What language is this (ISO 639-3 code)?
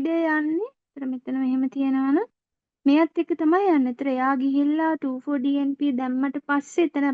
sin